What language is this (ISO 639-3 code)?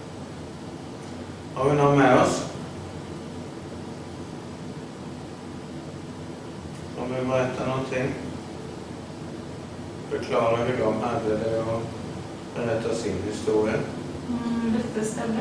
swe